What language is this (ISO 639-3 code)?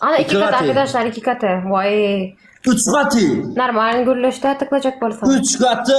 tuk